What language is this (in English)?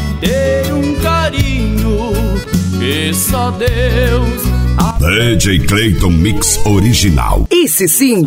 Portuguese